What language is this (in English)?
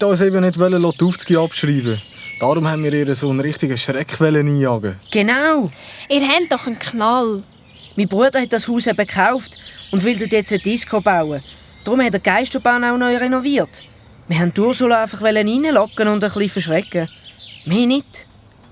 Swiss German